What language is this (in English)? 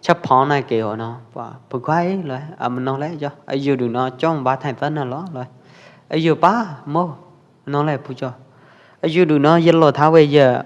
Pwo Eastern Karen